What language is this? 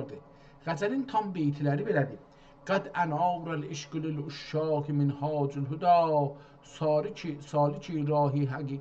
South Azerbaijani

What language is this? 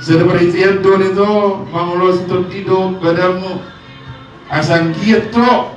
Batak Toba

